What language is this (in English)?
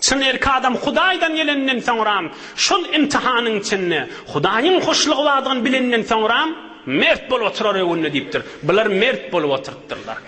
Turkmen